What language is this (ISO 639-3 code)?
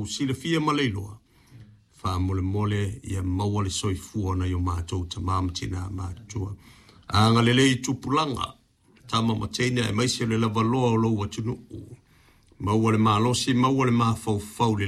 smo